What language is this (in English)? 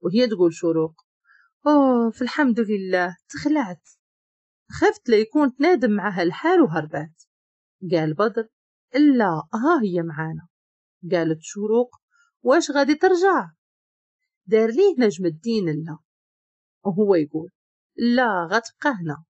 Moroccan Arabic